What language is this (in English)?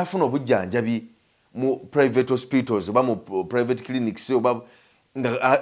Ganda